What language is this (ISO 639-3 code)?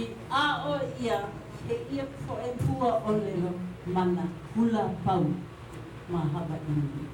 haw